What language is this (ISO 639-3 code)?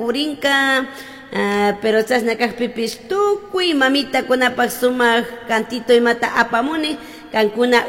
qug